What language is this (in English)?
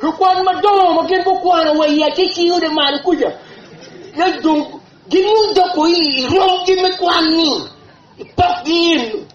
Acoli